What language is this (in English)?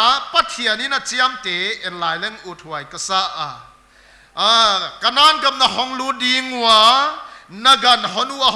Paite Chin